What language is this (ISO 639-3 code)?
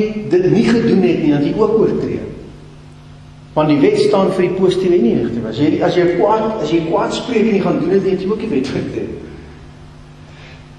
afr